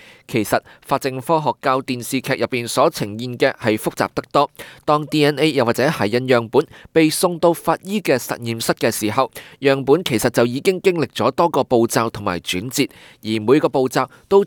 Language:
Cantonese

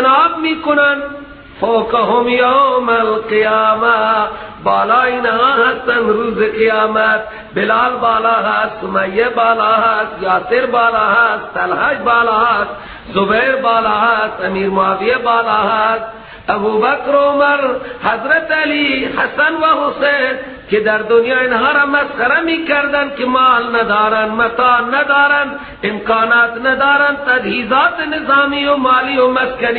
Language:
Persian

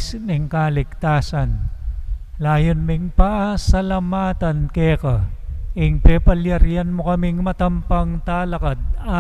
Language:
Pampanga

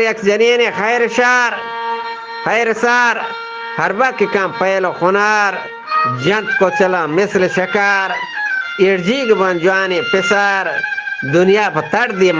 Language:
Eastern Balochi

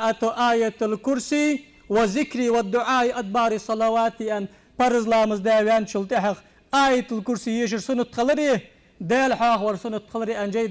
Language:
Ingush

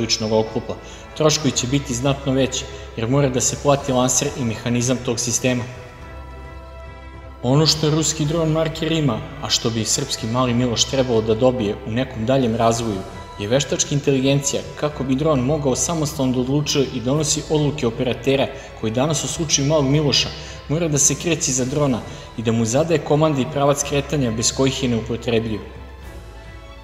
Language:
Serbian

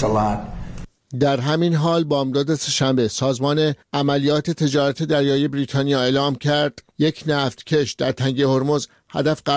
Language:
Persian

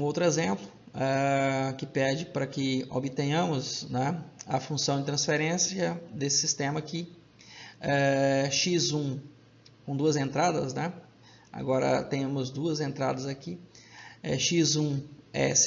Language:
Portuguese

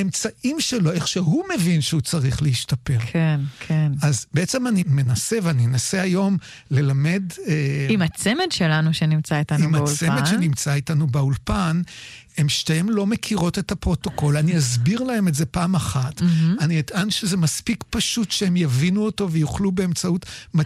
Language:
Hebrew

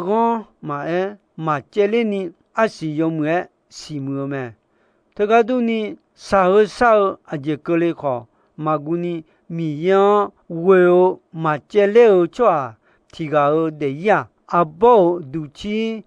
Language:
Akha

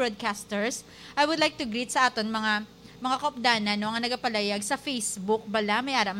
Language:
Hiligaynon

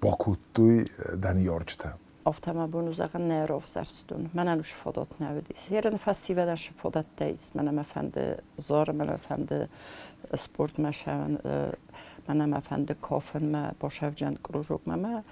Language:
Ossetic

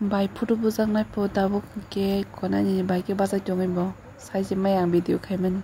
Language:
Kok Borok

